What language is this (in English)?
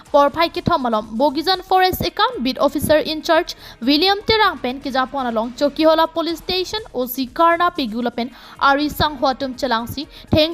Karbi